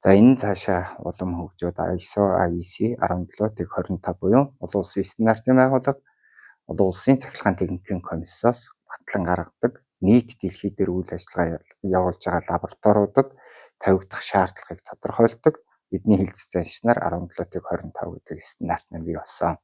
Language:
Mongolian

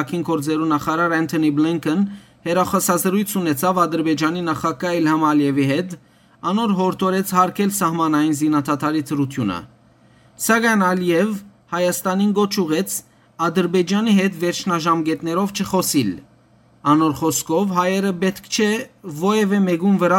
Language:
Western Armenian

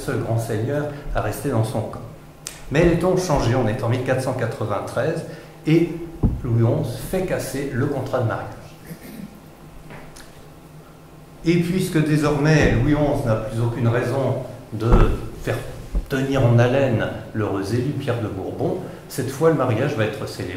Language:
French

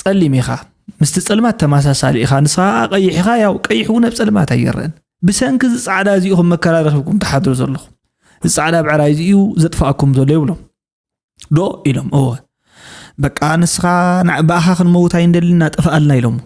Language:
Tigrinya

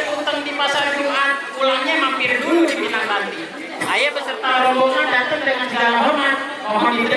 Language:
Betawi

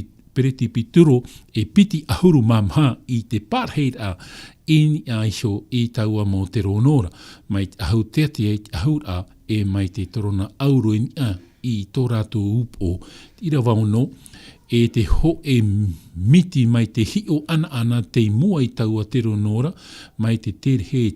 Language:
Tahitian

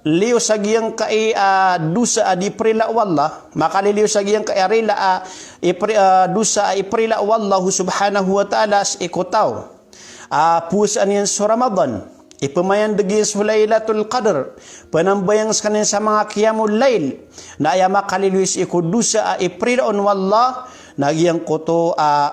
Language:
Maranao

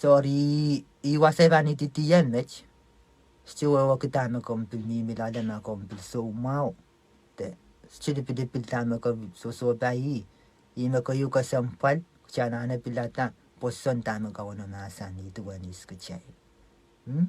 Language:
Pohnpeian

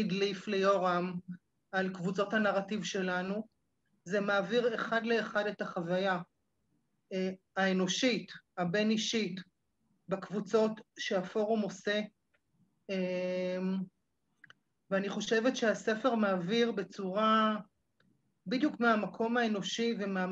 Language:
Hebrew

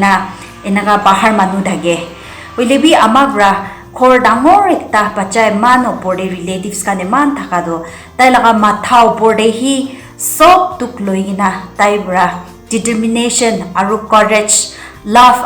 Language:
Konyak Naga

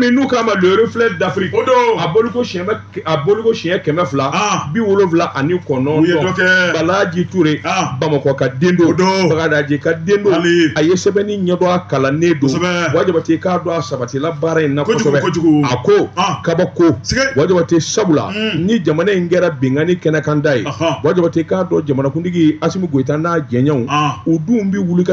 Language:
Bambara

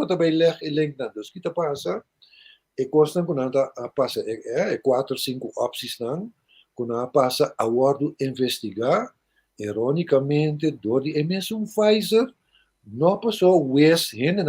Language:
Papiamento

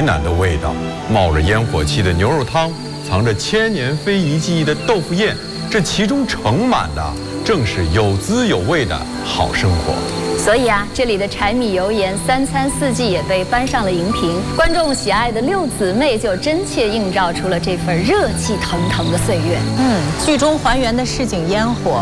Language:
Chinese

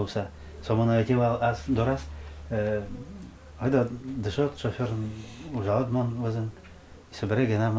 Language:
Udmurt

